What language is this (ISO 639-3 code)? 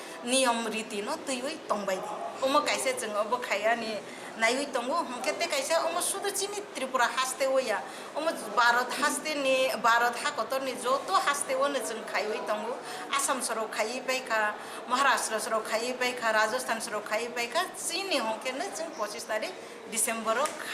trp